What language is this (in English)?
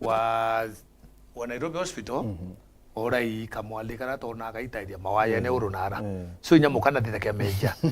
Meru